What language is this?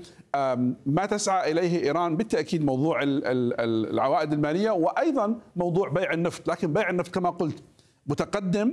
Arabic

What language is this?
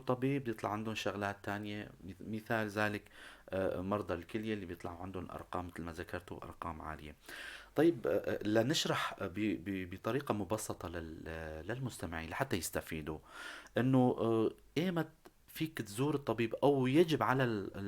North Levantine Arabic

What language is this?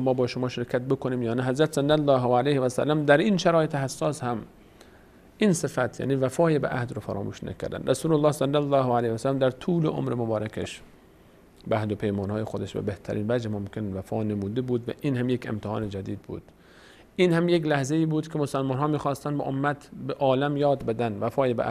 Persian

